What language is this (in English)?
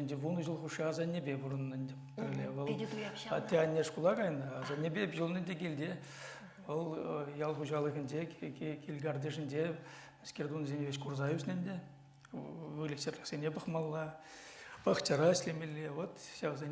Chuvash